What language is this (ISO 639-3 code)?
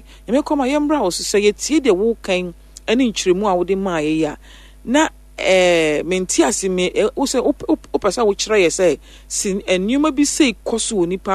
aka